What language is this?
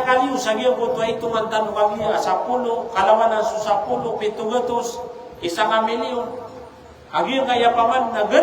Maranao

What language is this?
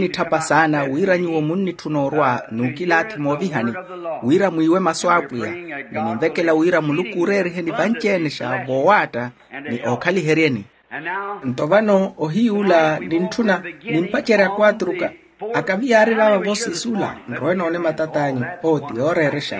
Makhuwa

